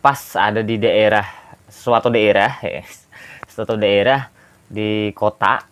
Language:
Banjar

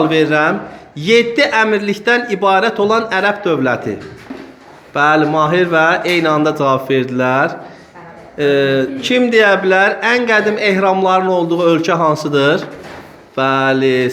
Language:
Azerbaijani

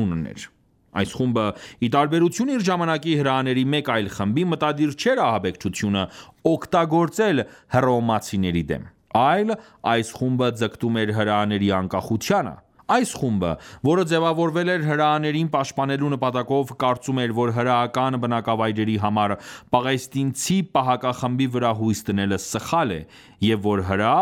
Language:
Armenian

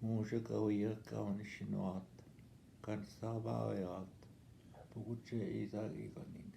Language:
Northwestern Ojibwa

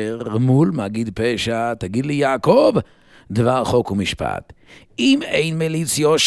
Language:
Hebrew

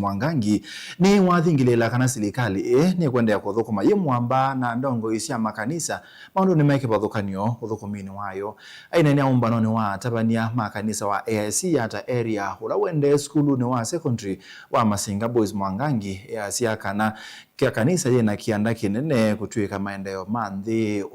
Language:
Kamba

